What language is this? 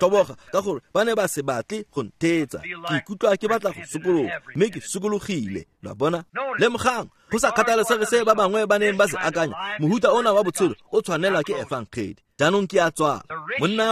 Tswana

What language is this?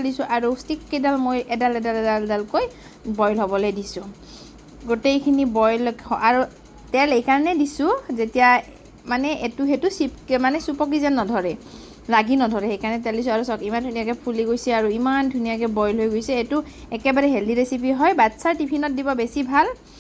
Assamese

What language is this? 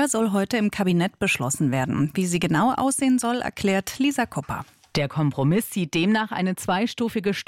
German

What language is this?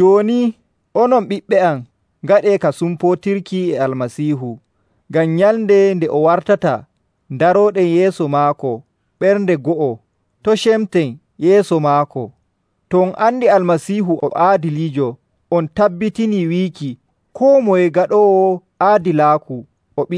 Nigerian Fulfulde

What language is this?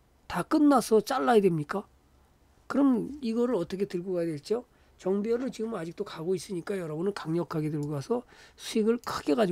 Korean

